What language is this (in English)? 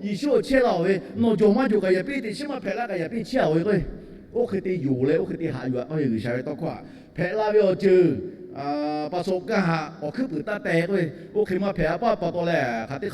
Lahu